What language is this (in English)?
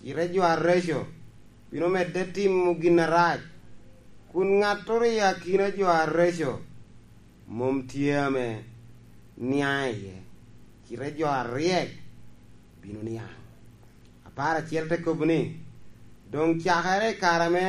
Lango (Uganda)